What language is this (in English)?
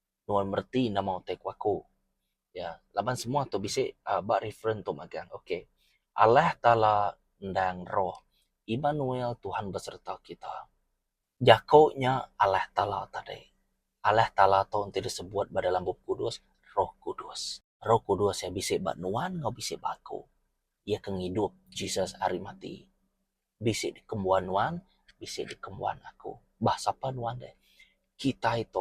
Iban